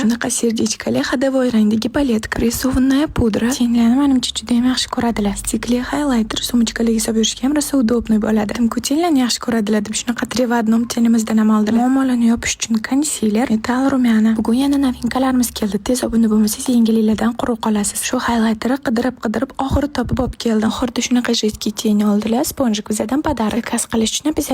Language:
Uzbek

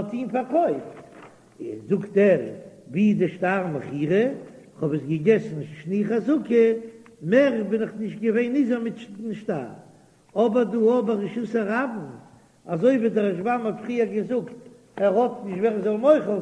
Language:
Yiddish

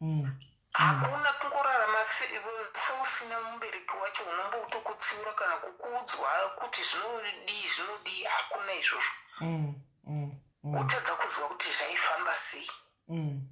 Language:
Shona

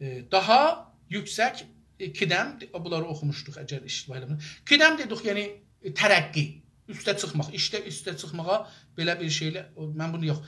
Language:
South Azerbaijani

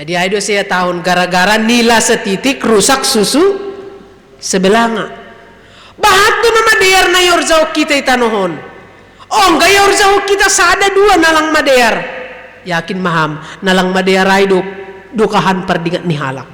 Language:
Batak Simalungun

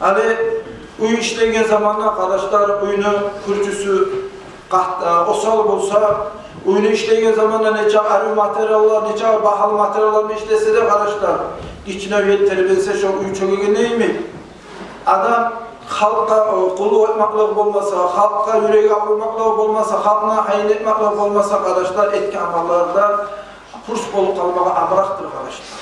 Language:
Kumyk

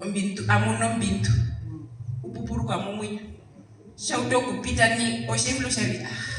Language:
Herero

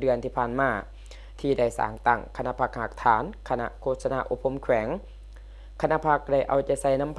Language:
Lao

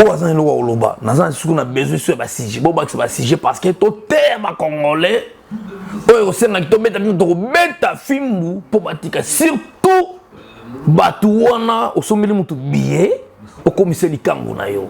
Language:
Lingala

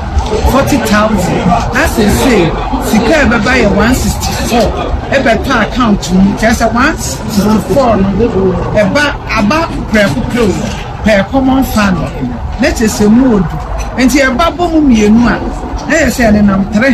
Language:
Akan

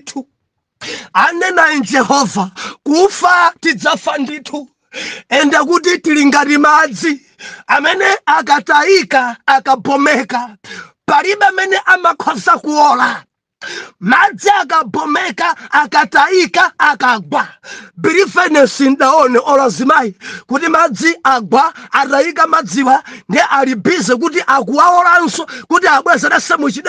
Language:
Nyanja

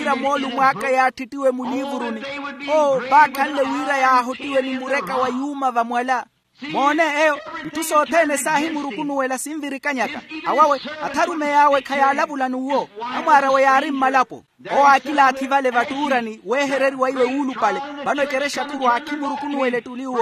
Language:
Makhuwa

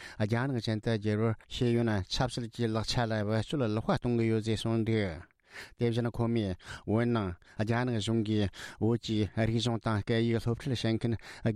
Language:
Tibetan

